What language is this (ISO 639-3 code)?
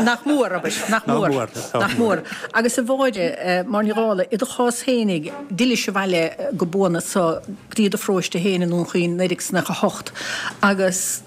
gle